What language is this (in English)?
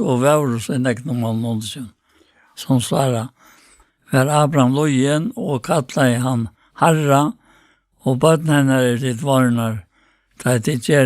Faroese